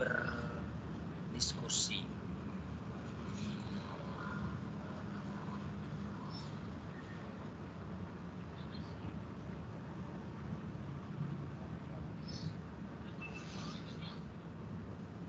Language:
Indonesian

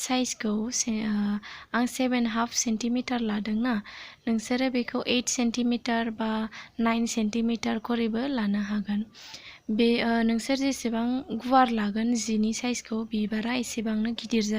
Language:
Bodo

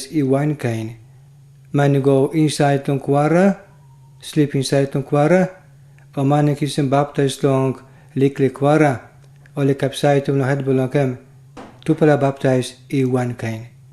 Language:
Tok Pisin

